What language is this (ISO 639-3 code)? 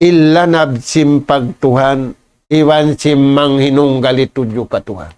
tsg